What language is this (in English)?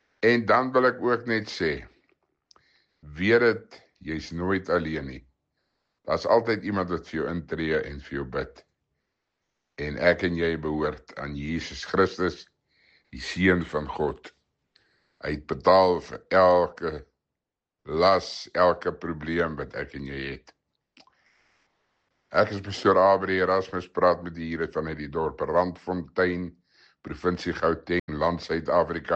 Afrikaans